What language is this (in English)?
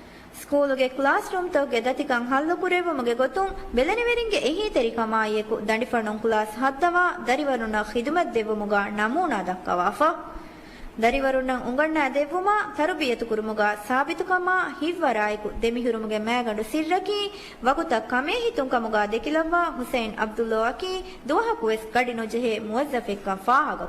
Divehi